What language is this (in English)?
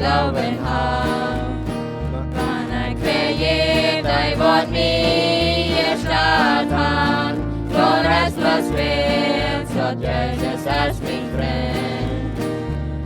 Plautdietsch